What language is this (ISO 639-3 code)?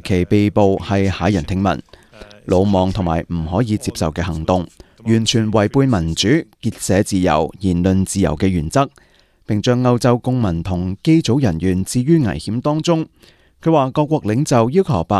yue